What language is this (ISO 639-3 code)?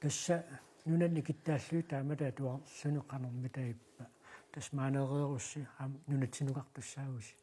kal